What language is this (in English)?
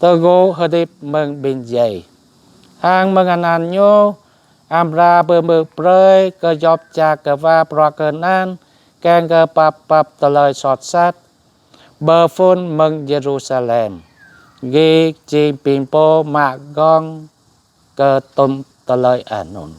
Jarai